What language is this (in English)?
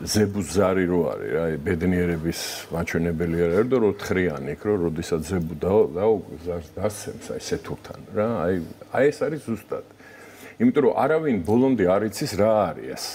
Georgian